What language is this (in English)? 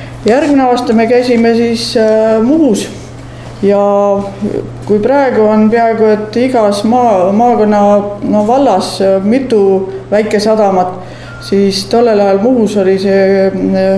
Estonian